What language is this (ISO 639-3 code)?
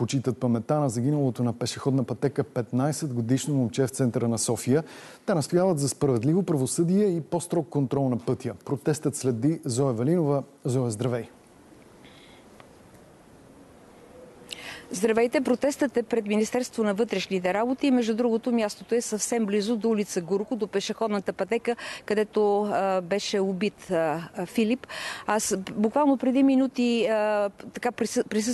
bul